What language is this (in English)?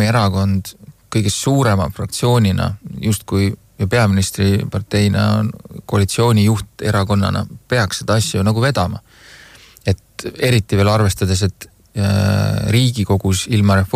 Estonian